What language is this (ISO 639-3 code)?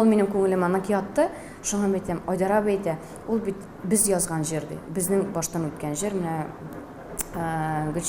tat